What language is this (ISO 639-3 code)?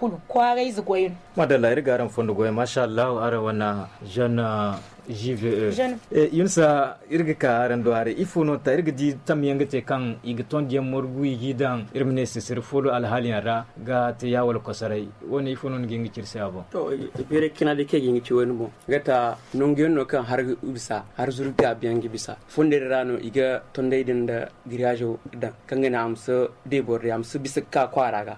dje